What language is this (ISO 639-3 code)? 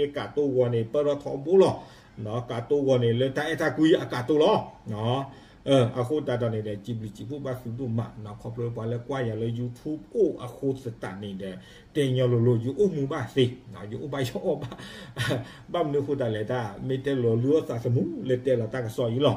ksw